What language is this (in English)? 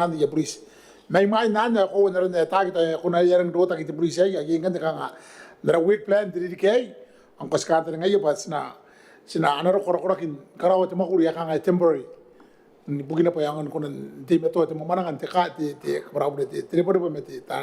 Gilbertese